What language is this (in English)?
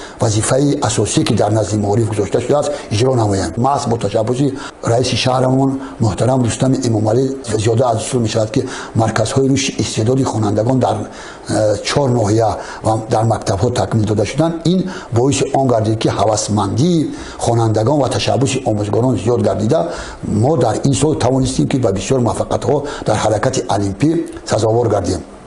Tajik